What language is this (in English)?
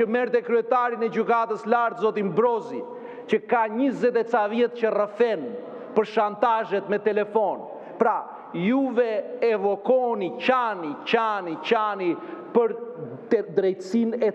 Albanian